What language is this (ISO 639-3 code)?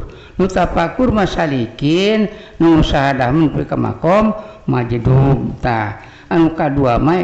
sun